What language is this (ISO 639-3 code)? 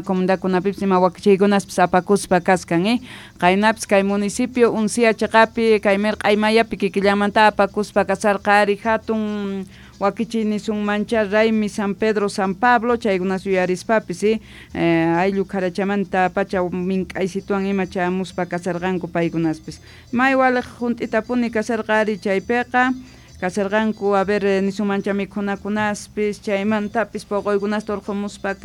que